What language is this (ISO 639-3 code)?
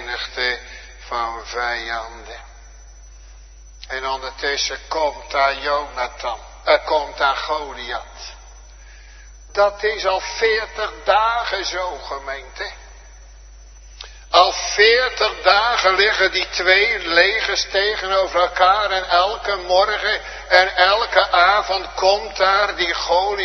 nld